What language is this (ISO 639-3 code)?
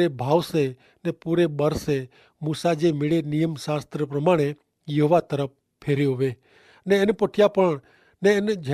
kfr